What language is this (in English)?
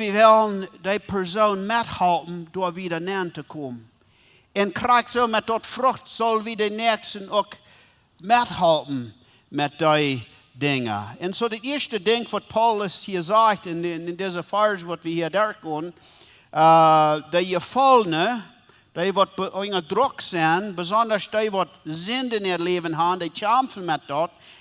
Plautdietsch